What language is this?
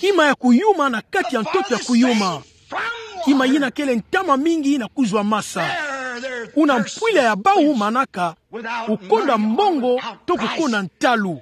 Kituba (Democratic Republic of Congo)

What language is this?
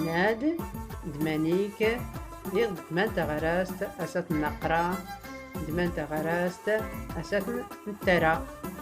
Tachelhit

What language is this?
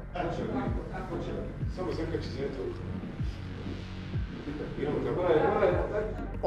Bosnian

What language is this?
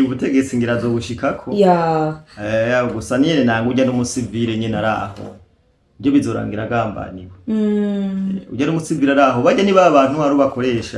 Rundi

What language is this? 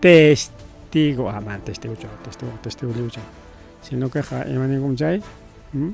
Ayacucho Quechua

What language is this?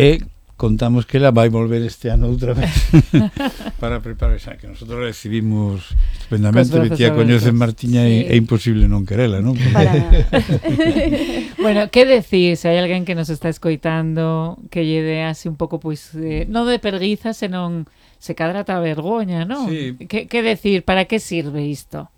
Galician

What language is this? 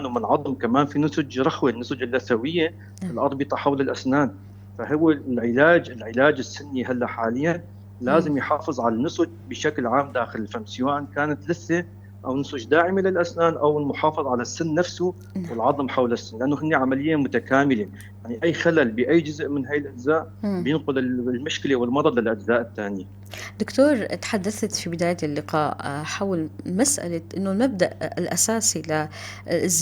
North Levantine Arabic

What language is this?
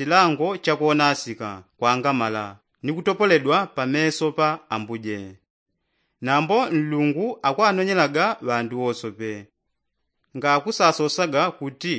Yao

